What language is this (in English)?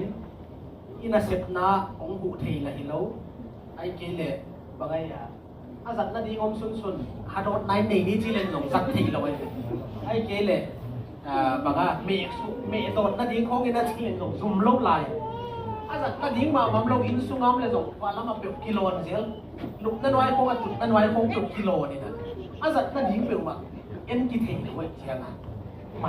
Tedim Chin